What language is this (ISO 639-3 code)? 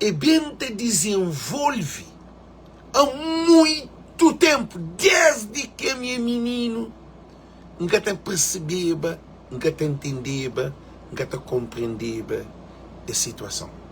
kea